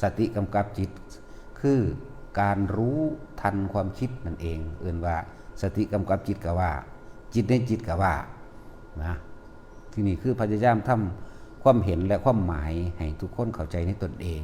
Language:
Northeastern Thai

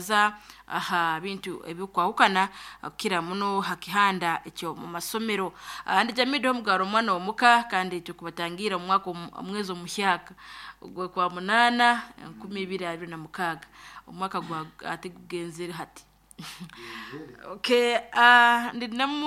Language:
Nyoro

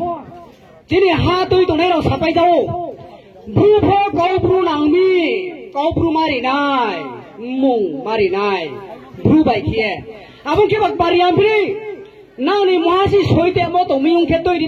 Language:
Riang (India)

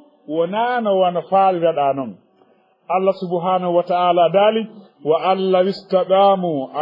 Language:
Fula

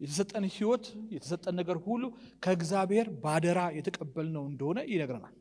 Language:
Amharic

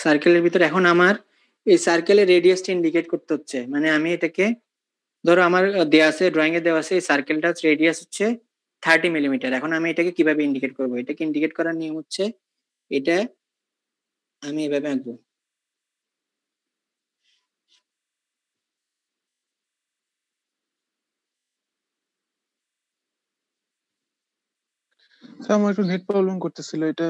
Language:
Bangla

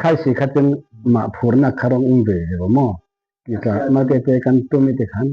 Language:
Falam Chin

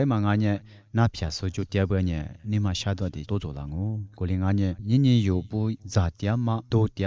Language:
Lisu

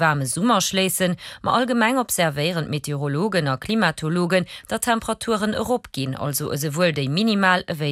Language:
Luxembourgish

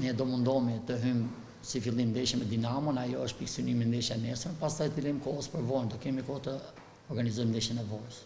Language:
Albanian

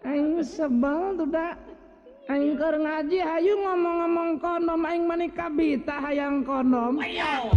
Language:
Sundanese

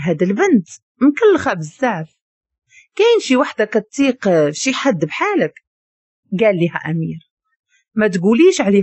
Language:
Moroccan Arabic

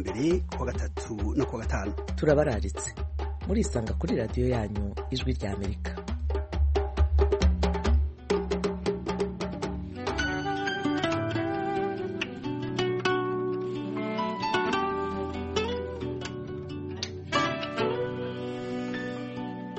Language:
Kinyarwanda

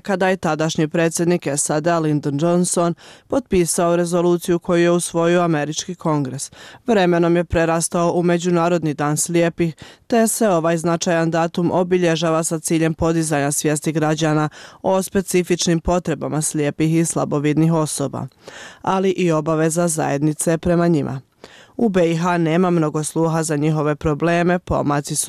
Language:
Bosnian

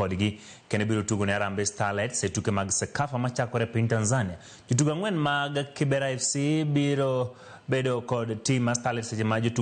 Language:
Luo (Kenya and Tanzania)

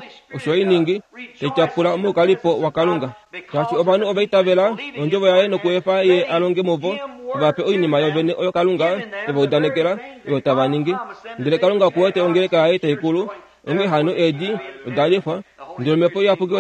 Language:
Kuanyama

